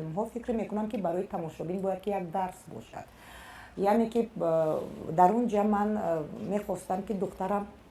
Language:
Tajik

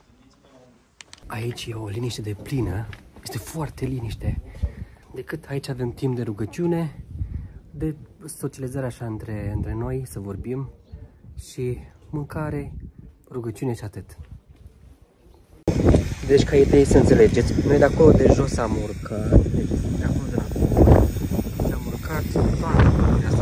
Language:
Romanian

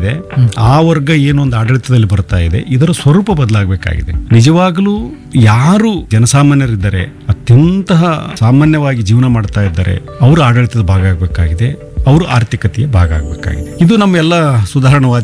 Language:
Kannada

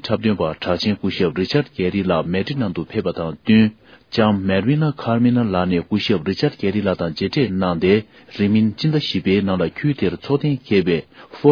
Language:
Tibetan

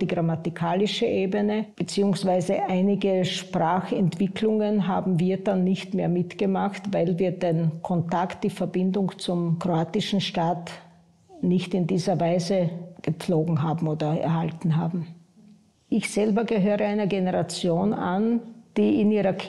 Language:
German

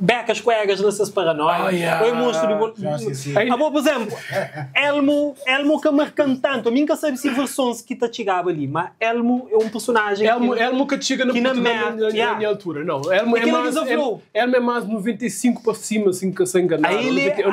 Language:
Kabuverdianu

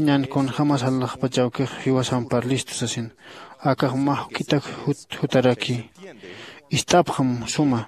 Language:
Aymara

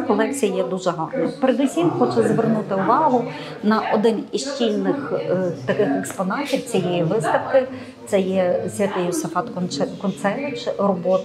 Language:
Ukrainian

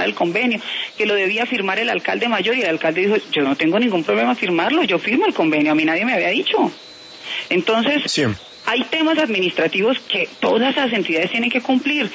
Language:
Spanish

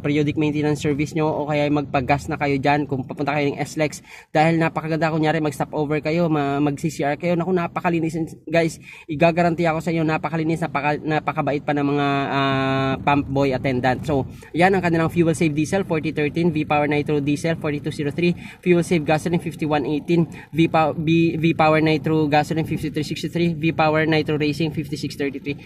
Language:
Filipino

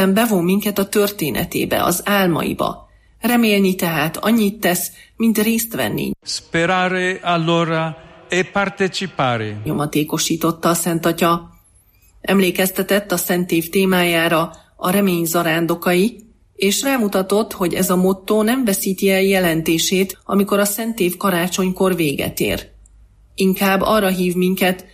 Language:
Hungarian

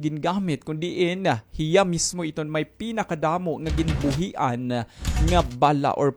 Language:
Waray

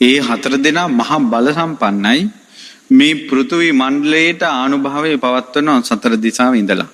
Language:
Sinhala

